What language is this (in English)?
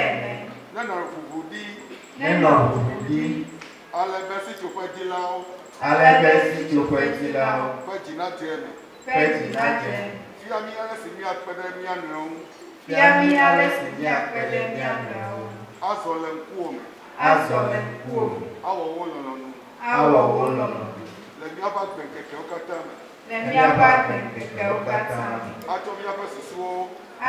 Ewe